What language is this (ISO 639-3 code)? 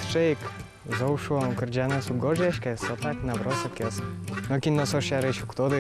udm